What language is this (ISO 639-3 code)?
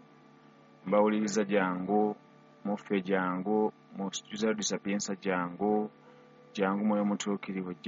lug